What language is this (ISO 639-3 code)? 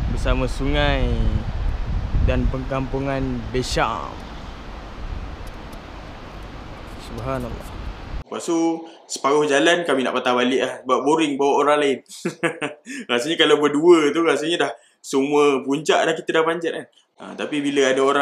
msa